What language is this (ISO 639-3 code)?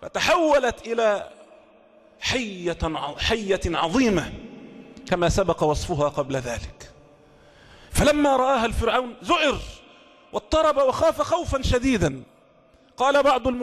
ara